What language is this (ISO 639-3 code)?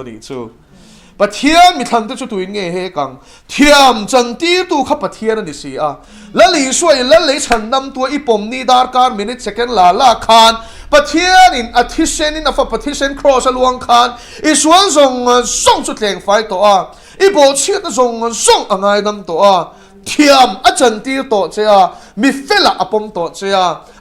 lus